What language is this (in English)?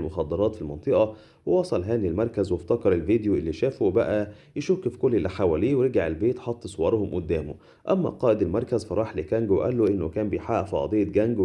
Egyptian Arabic